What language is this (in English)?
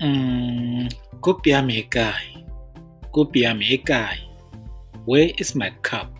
Tswana